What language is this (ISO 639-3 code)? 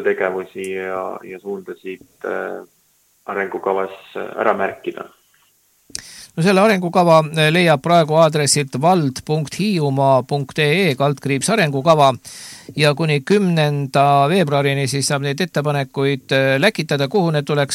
est